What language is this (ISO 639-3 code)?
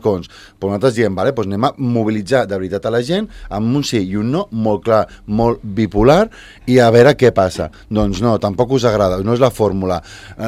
cat